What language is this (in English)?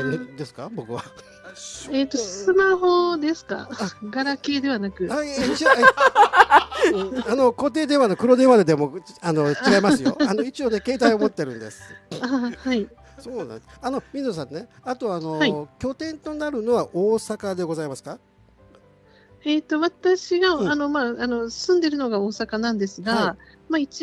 Japanese